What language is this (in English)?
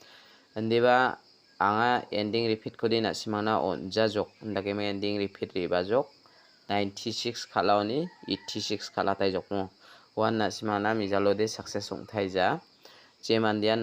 Garo